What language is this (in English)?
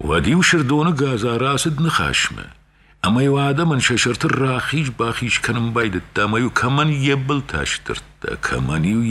Ossetic